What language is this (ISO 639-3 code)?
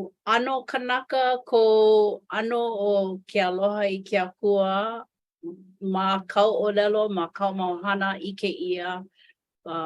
haw